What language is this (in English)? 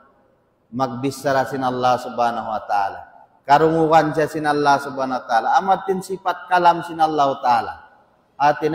Tausug